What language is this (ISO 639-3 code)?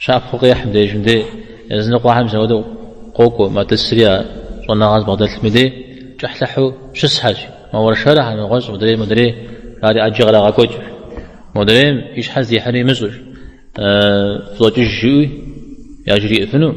kbd